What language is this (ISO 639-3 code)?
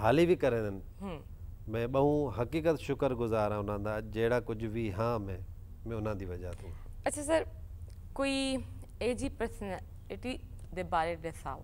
skr